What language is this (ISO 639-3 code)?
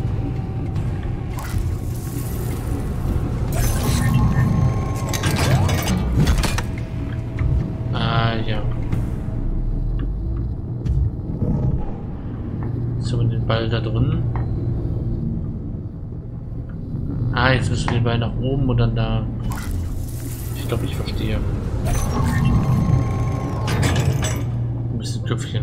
deu